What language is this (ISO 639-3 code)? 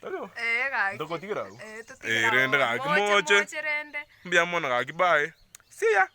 guz